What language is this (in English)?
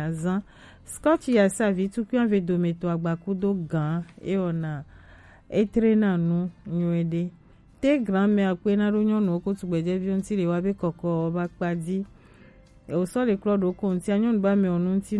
Gen